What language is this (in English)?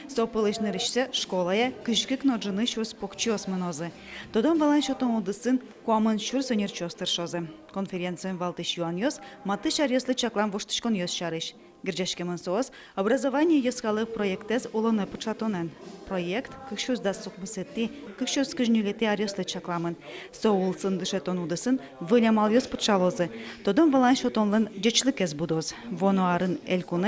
Udmurt